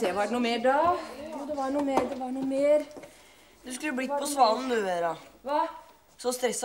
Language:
Norwegian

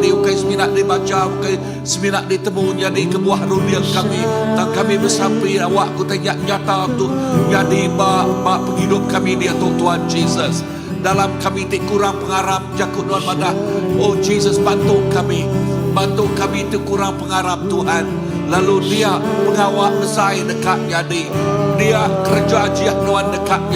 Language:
Iban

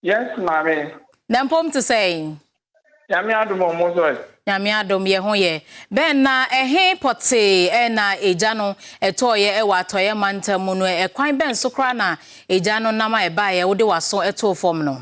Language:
Akan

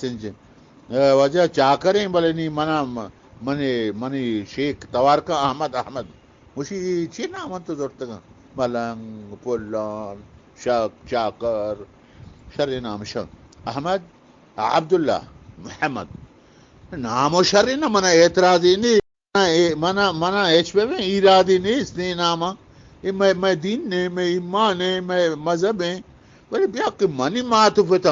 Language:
Eastern Balochi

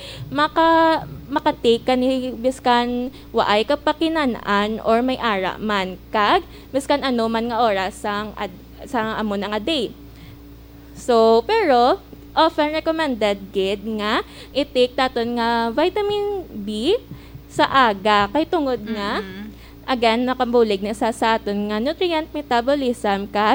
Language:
Hiligaynon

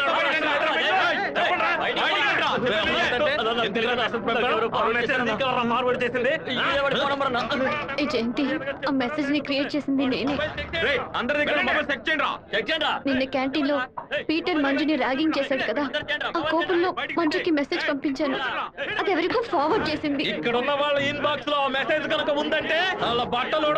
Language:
Telugu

